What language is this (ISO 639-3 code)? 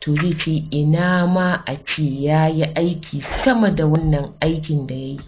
hau